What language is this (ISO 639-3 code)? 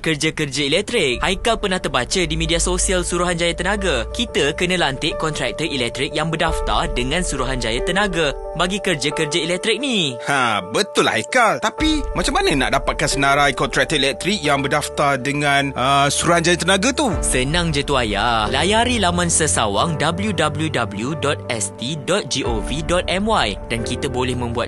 msa